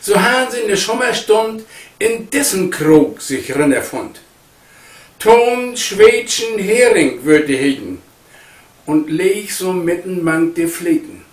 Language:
Low German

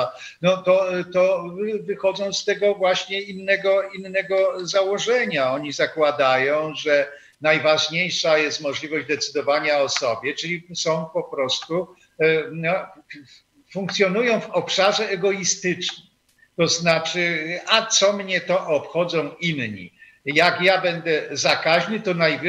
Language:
Polish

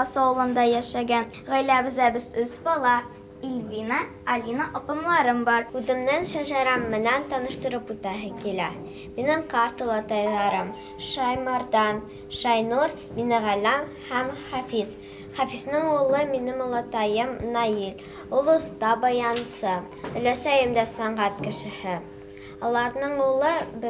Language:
Bashkir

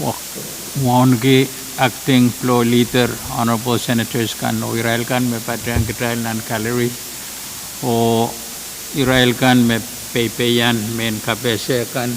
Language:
Pohnpeian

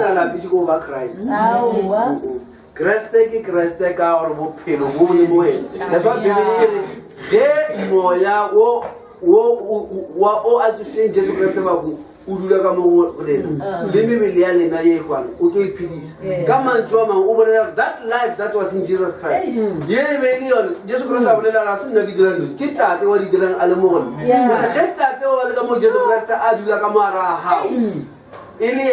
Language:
Northern Sotho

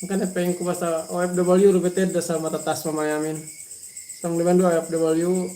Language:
Yakan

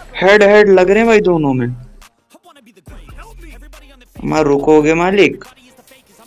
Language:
Hindi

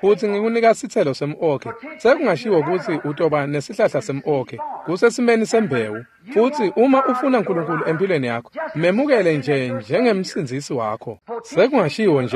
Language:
Swati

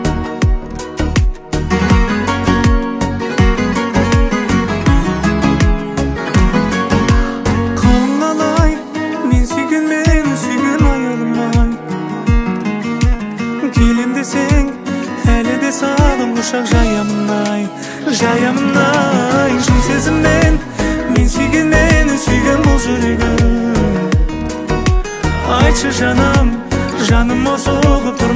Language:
Kazakh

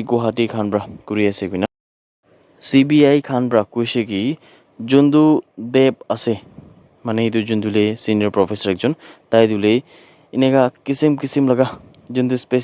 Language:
Naga Pidgin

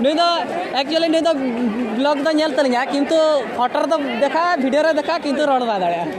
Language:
Santali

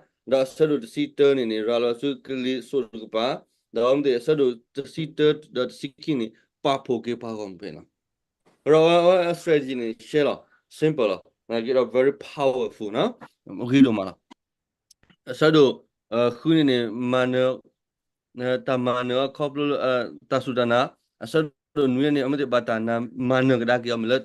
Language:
S'gaw Karen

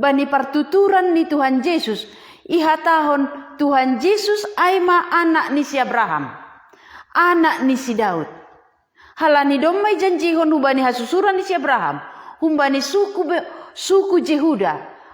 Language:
Batak Simalungun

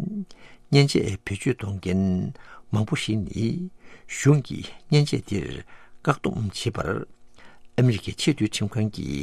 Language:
Tibetan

